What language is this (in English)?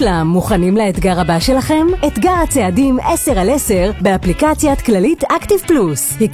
Hebrew